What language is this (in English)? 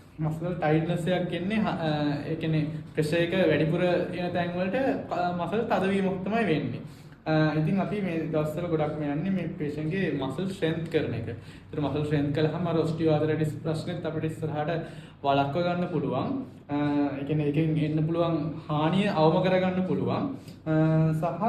Sinhala